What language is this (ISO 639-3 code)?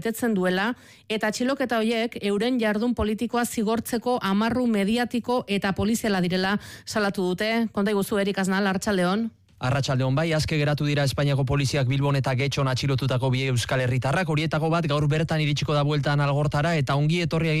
eus